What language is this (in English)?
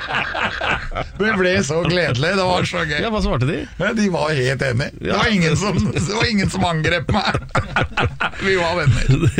Norwegian